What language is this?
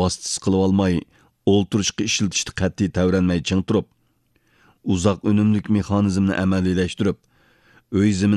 Uyghur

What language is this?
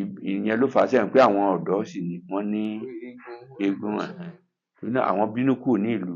Yoruba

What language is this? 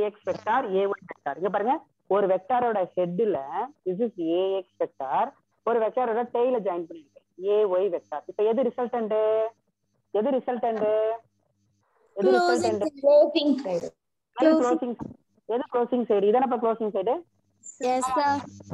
Tamil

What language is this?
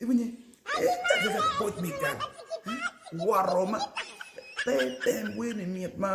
Acoli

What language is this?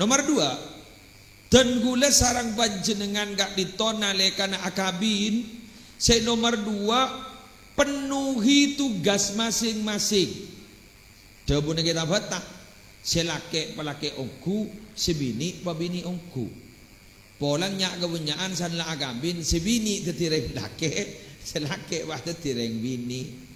Madurese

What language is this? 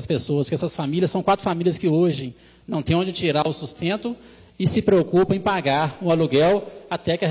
Portuguese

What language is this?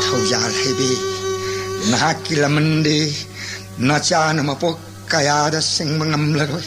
Manipuri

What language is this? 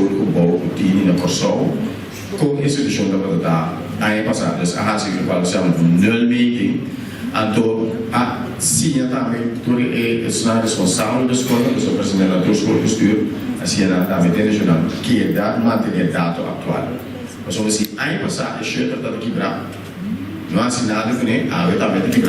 Papiamento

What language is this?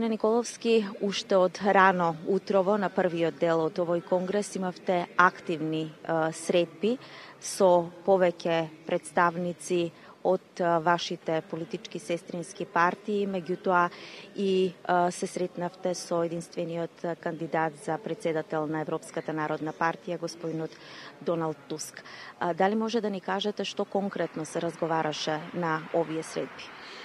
Macedonian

